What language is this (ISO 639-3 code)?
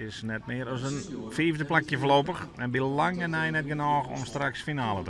fry